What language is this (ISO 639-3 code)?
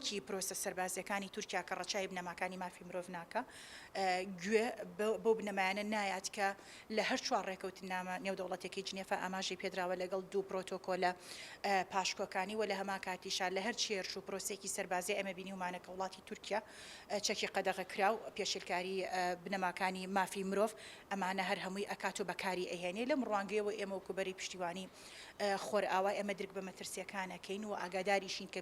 ckb